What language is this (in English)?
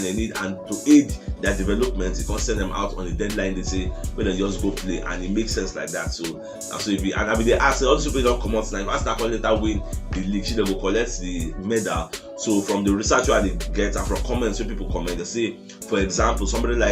Nigerian Pidgin